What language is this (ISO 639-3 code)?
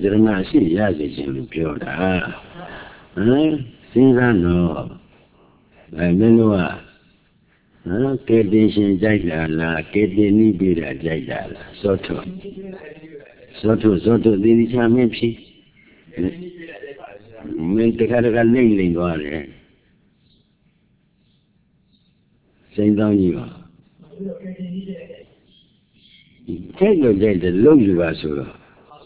mya